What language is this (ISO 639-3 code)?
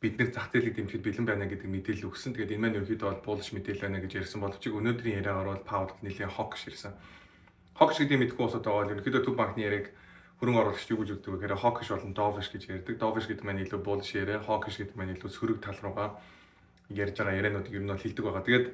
mon